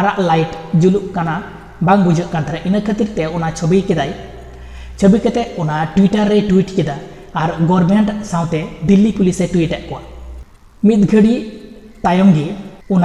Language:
Santali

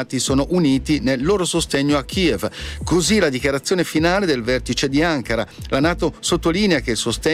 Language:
Italian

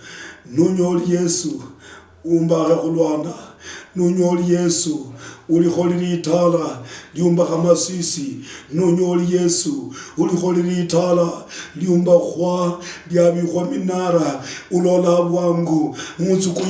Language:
Luyia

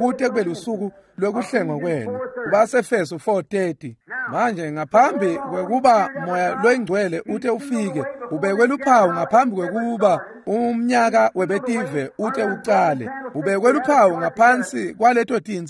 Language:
Swati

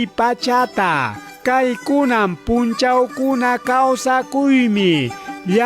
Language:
Ayacucho Quechua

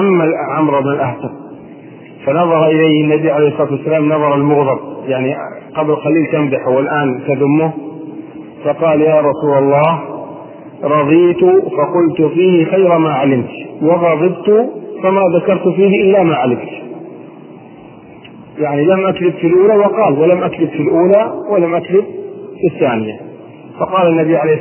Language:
Arabic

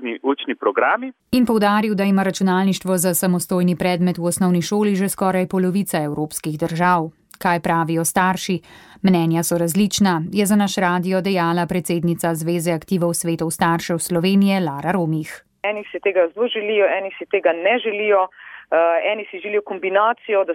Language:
Slovenian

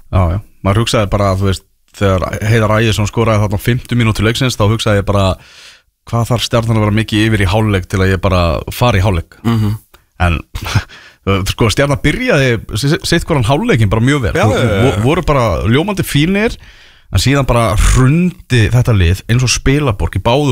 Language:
Icelandic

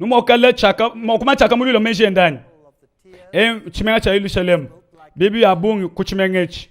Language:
Luba-Lulua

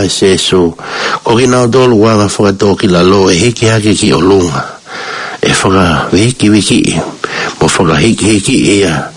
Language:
Tongan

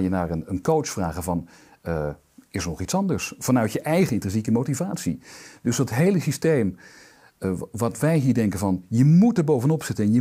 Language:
Dutch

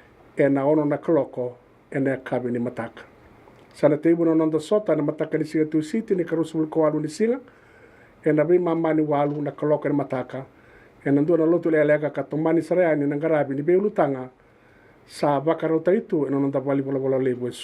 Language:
Fijian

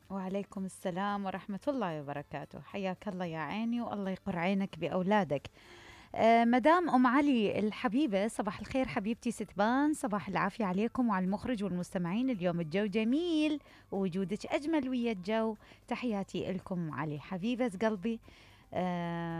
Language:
Mesopotamian Arabic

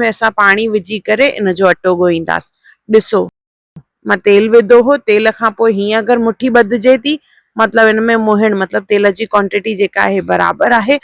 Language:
Sindhi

